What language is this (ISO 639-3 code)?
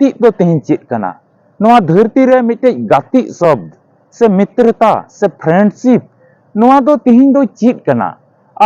sat